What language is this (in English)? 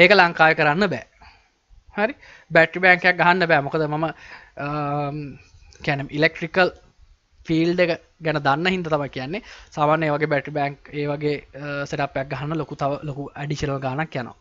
Sinhala